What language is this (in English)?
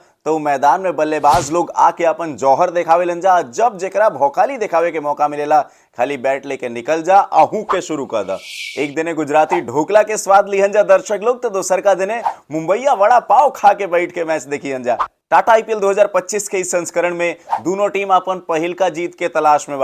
Bhojpuri